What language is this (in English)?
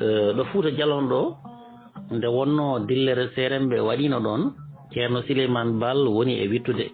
Fula